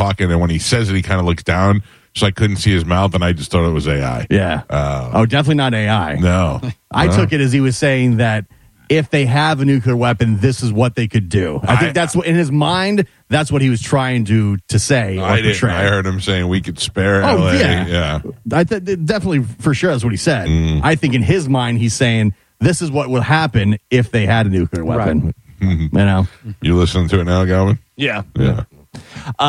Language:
English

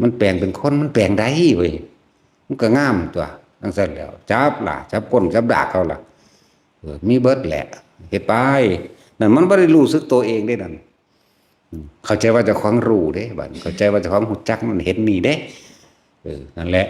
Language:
Northeastern Thai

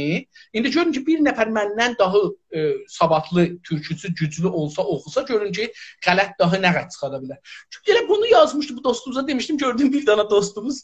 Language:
South Azerbaijani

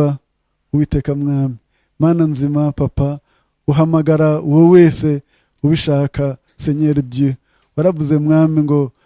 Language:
Kinyarwanda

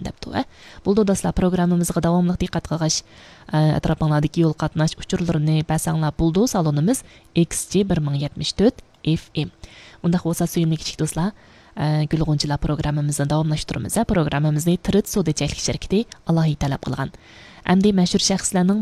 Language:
Uyghur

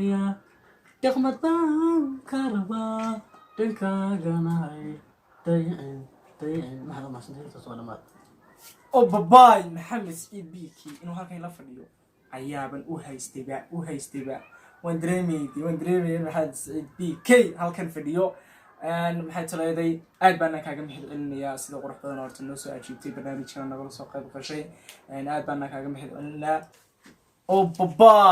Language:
Somali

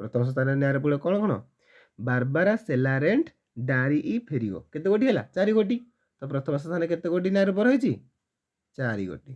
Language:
Odia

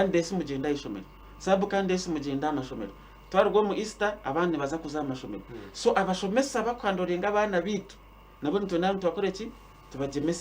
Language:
Nyankole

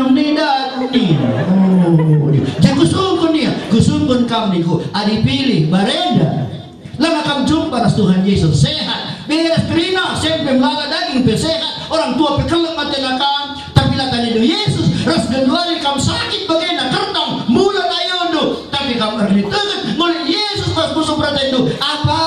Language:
Batak Karo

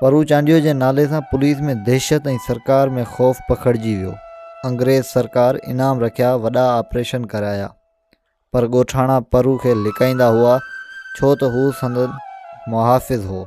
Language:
Sindhi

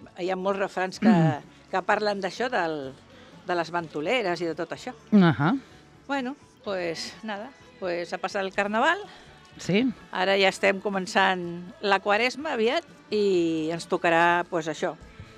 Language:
Catalan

